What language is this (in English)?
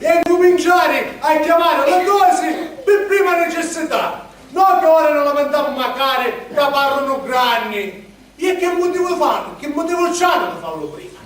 Sicilian